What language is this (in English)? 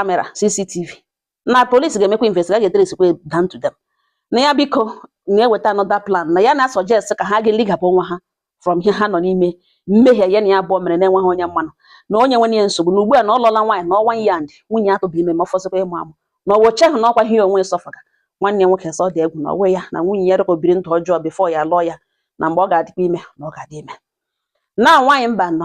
Igbo